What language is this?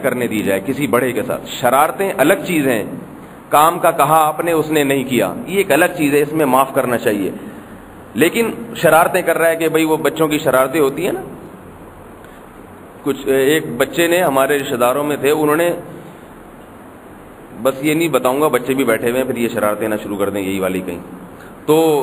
Urdu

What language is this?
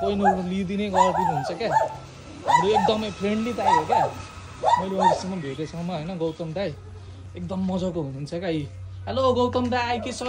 Nepali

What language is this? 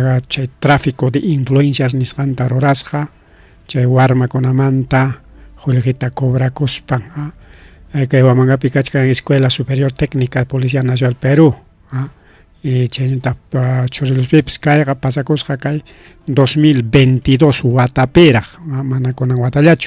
Ayacucho Quechua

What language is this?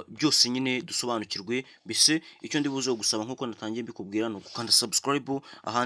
Kinyarwanda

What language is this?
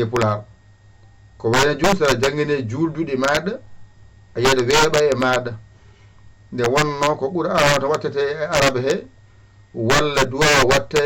Fula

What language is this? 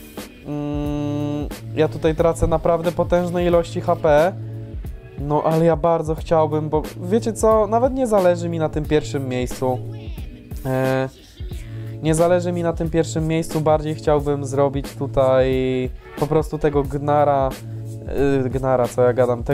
Polish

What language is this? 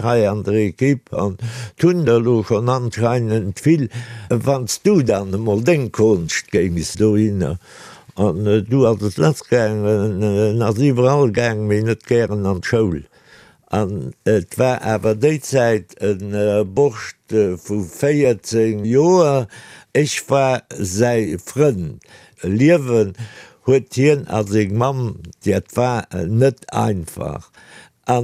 Luxembourgish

